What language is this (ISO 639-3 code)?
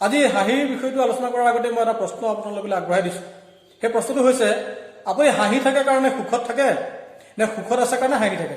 asm